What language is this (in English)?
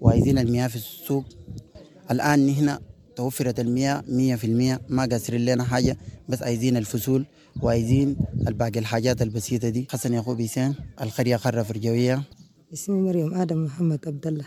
Sudanese Arabic